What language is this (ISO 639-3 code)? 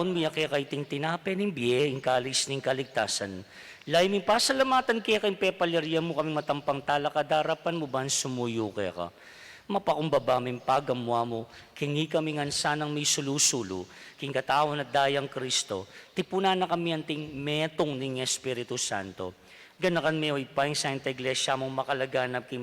pam